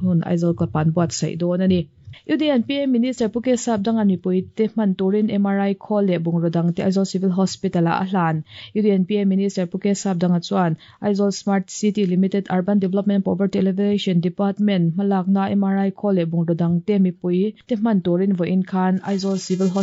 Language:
Mizo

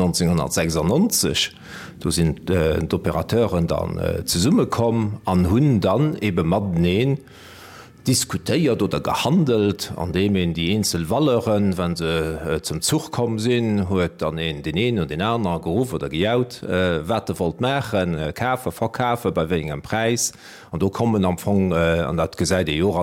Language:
Luxembourgish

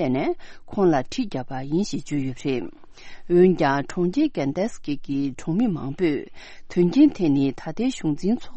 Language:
Tibetan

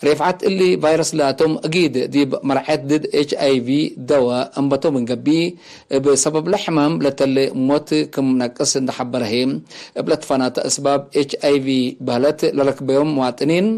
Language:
Tigre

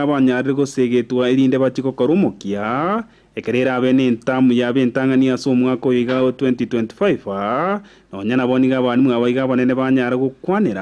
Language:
Gusii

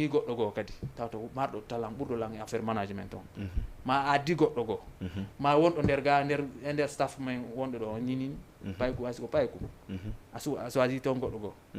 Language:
Fula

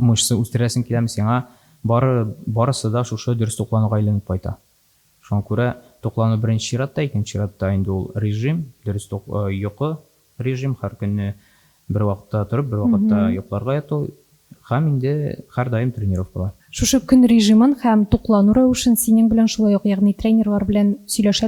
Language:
Tatar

